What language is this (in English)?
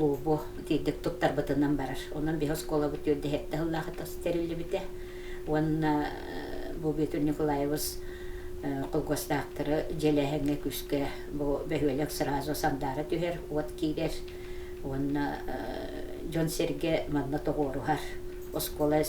Yakut